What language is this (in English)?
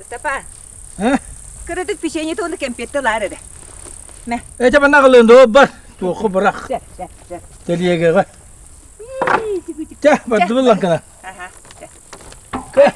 Yakut